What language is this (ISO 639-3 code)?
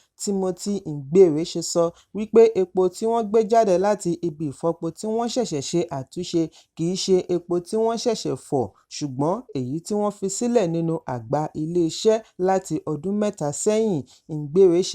yor